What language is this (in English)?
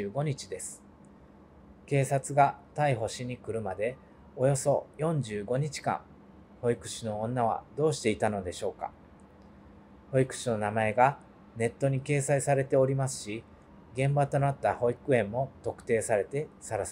Japanese